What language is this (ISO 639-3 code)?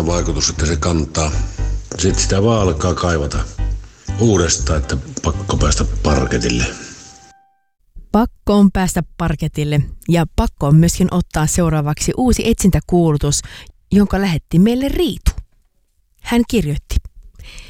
fin